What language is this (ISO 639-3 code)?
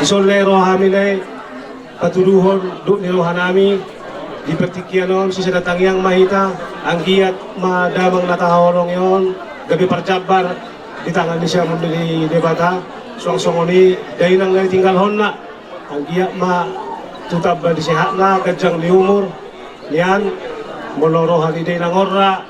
bbc